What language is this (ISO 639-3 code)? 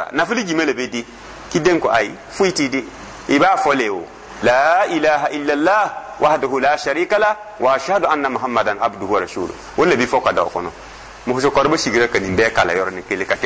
dyu